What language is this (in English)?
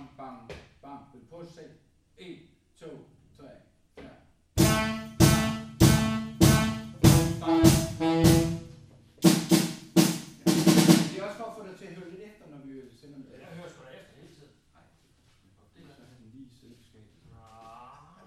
Danish